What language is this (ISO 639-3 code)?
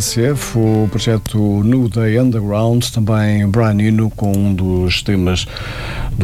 por